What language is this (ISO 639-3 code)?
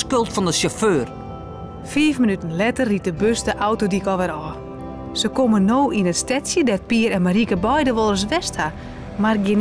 fry